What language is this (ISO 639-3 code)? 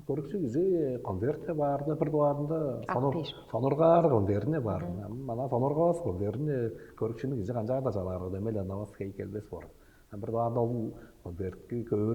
tyv